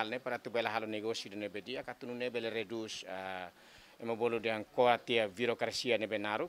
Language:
Tetum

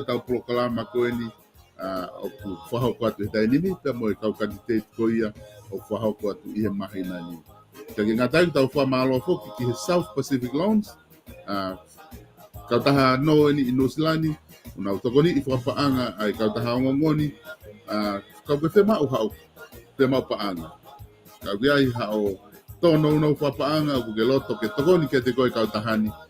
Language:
Tongan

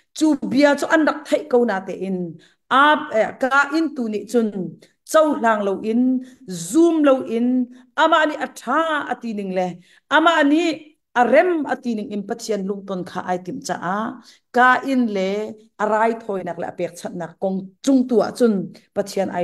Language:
Hakha Chin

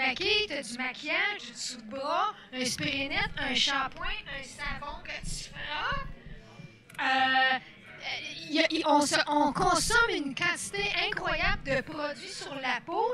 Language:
French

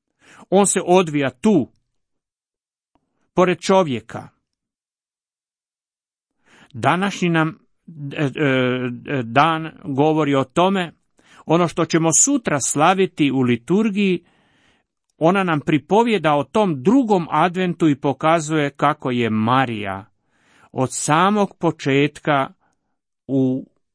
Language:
Croatian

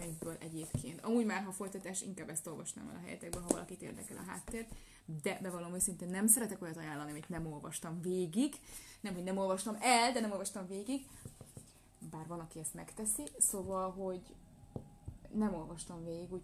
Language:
Hungarian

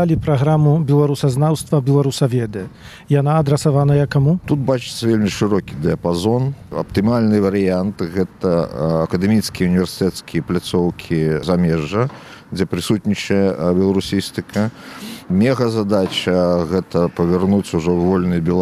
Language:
Belarusian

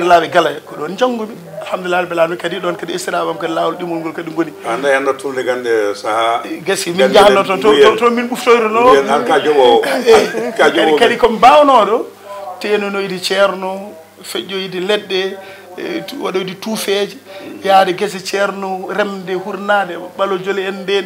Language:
Fula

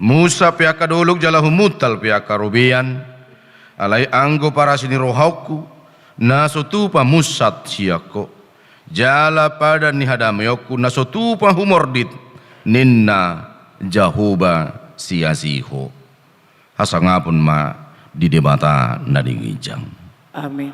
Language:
Batak Toba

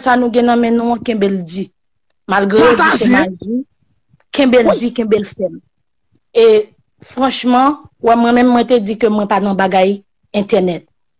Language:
Haitian Creole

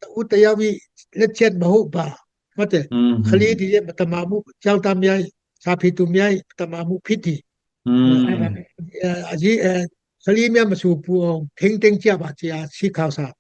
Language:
Tedim Chin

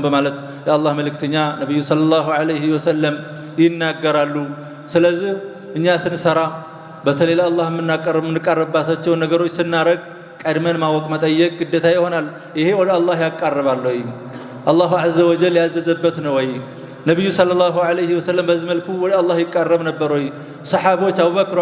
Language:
Amharic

